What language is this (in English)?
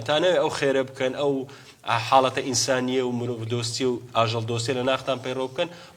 Central Kurdish